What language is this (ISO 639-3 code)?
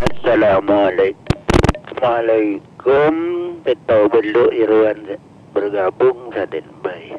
mad